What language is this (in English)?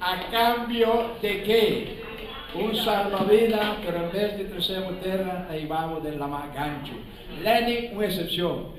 Papiamento